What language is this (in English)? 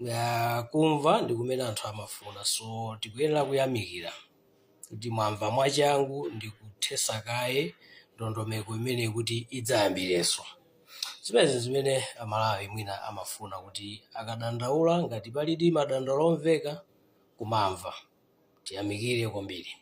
Nyanja